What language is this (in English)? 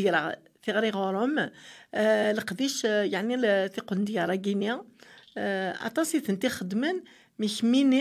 Kabyle